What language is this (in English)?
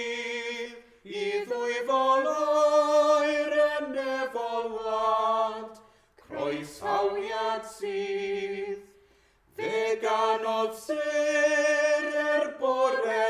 Welsh